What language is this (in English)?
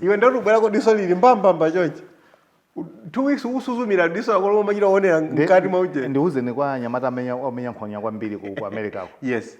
Nyanja